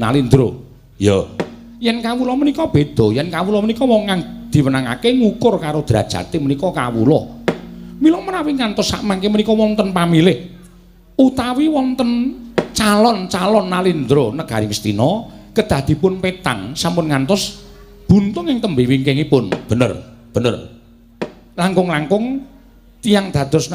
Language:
Javanese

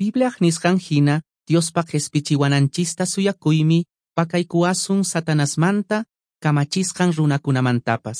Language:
Quechua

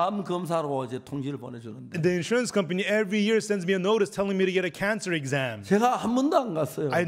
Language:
Korean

